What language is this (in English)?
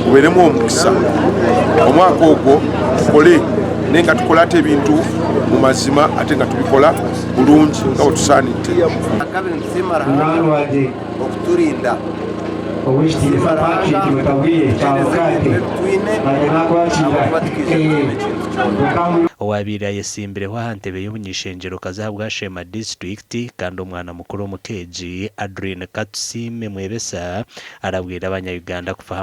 Nyankole